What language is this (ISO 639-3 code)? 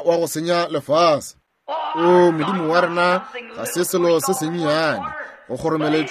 nso